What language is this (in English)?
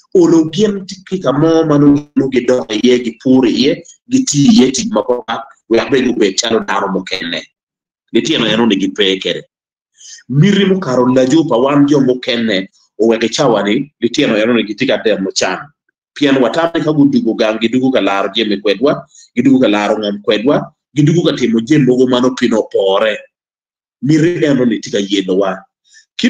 Acoli